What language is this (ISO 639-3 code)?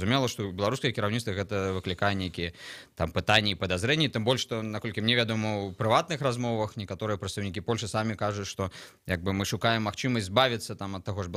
bel